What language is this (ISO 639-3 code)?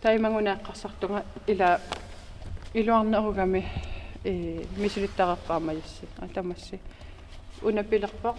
kal